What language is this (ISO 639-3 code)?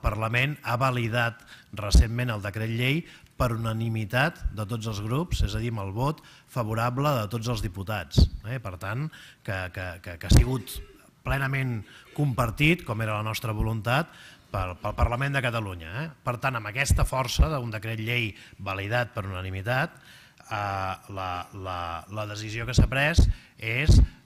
cat